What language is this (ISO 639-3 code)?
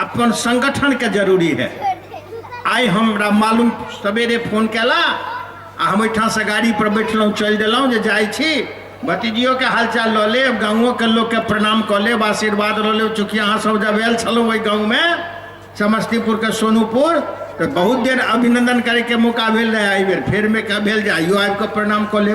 mai